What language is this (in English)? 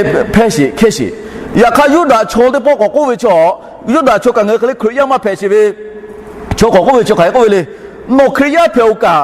Lahu